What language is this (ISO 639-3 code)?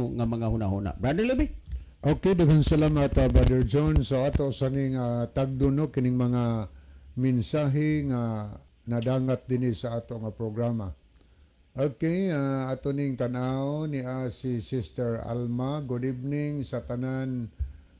ceb